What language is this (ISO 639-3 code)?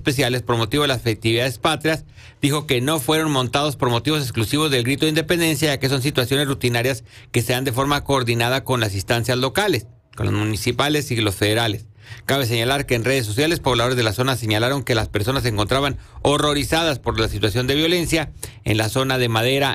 spa